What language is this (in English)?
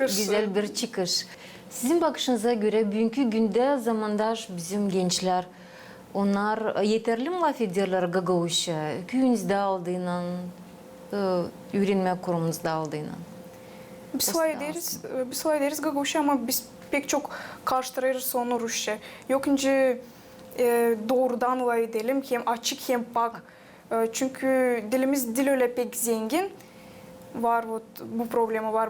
Gagauz